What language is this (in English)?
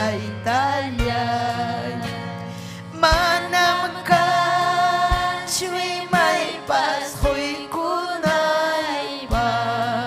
Ayacucho Quechua